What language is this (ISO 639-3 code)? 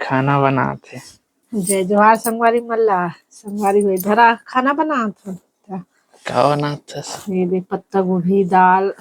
hne